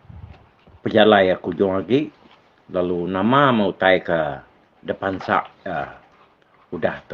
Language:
Iban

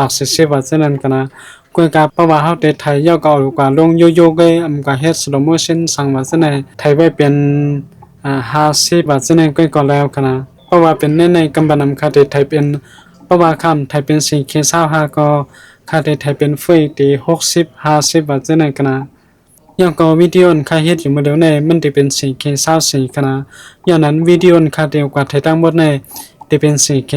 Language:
Shan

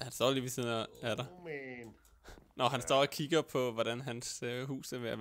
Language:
Danish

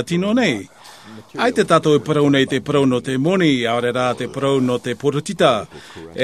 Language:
Tahitian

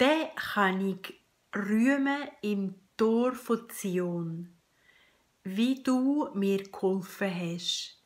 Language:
Swiss German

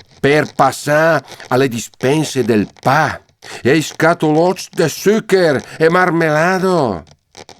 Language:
Lombard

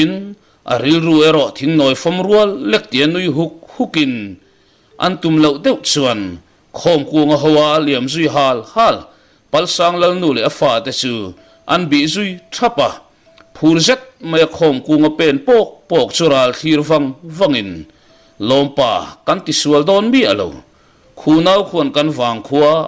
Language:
Mizo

